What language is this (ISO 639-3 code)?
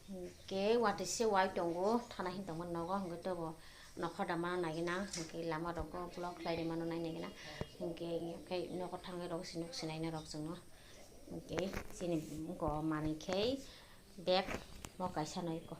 trp